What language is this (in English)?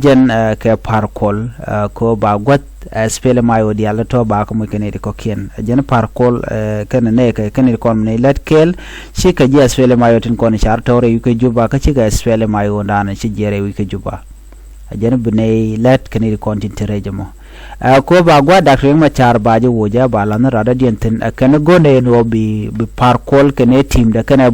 Nuer